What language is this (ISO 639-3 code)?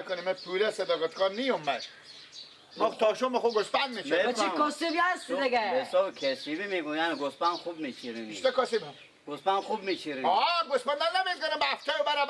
fas